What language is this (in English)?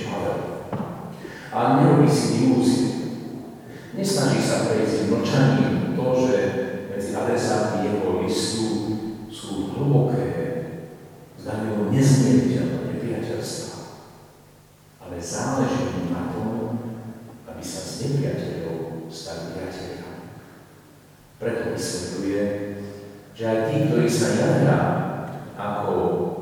Slovak